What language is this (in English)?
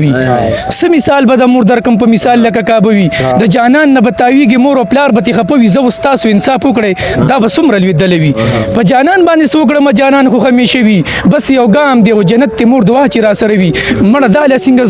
Pashto